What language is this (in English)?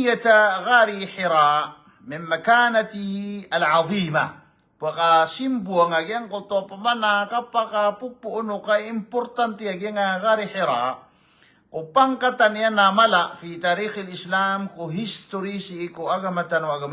Maranao